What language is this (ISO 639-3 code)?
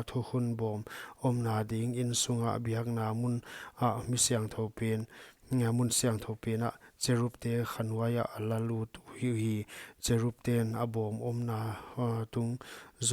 pck